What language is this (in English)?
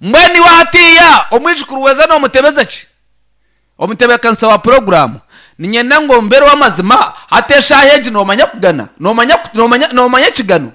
Nyankole